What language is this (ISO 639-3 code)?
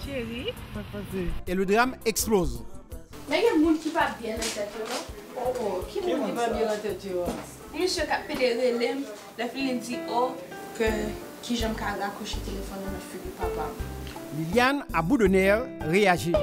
hat